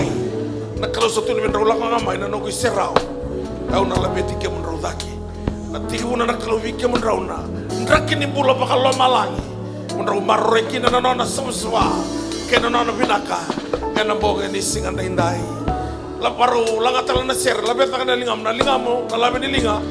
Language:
Fijian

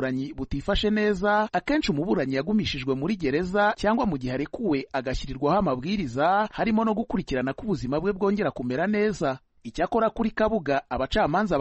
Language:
Kinyarwanda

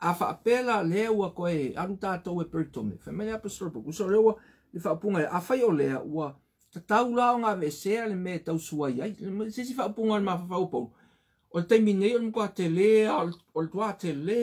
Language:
Samoan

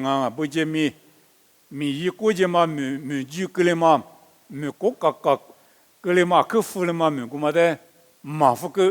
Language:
Lisu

